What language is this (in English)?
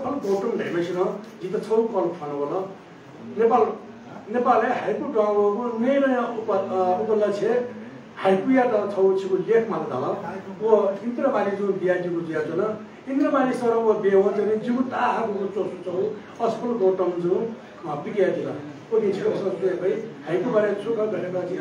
Newari